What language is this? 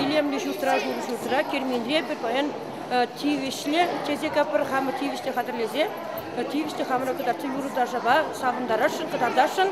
Chuvash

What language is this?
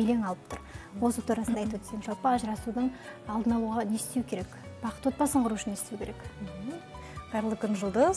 Kazakh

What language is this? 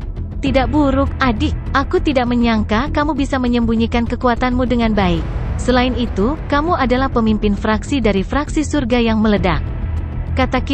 Indonesian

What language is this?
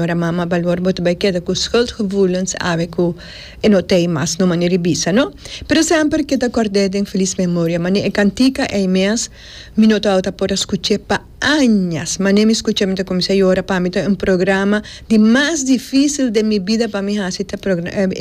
Papiamento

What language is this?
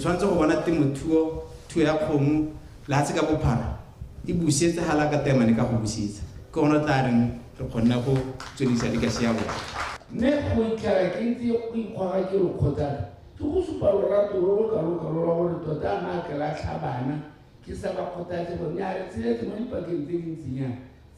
Tswana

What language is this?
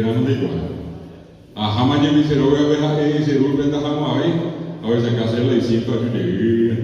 Guarani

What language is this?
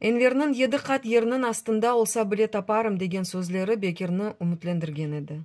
Crimean Tatar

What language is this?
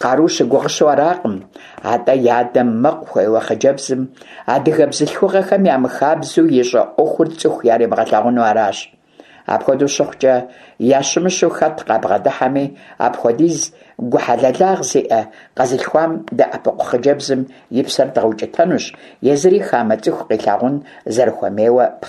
Kabardian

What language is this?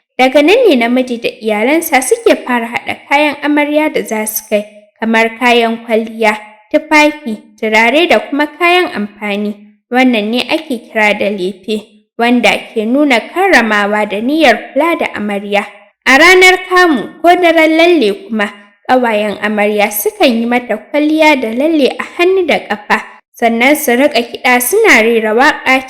Hausa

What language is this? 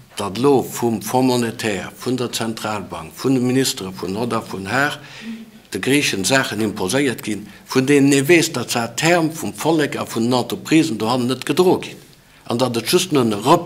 Luxembourgish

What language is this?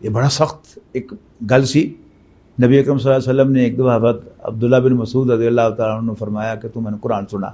Western Panjabi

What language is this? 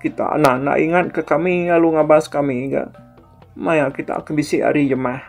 Iban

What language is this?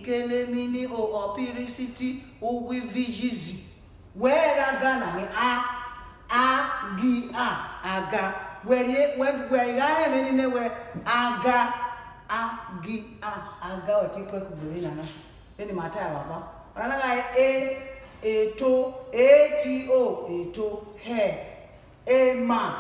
Bini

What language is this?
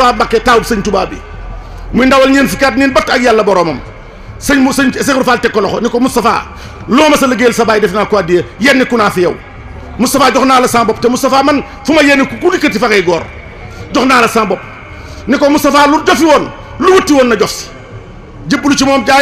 Wolof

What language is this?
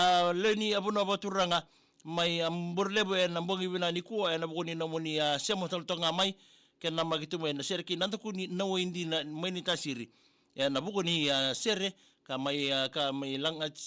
Fijian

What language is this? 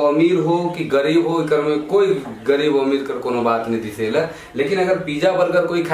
Sadri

